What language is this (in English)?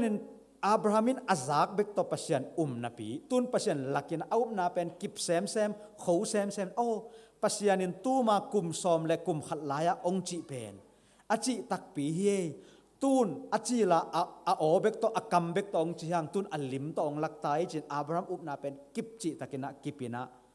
Tedim Chin